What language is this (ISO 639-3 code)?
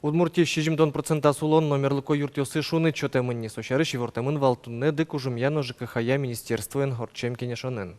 udm